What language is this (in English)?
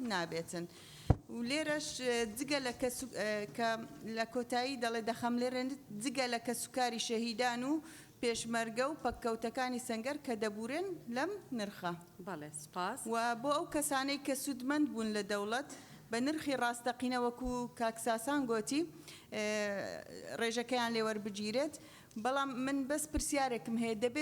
Central Kurdish